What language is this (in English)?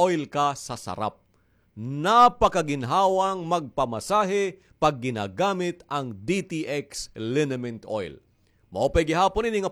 Waray